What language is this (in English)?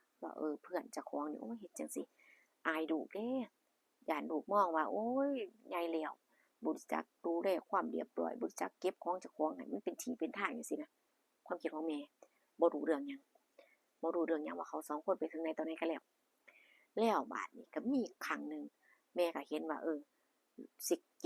Northeastern Thai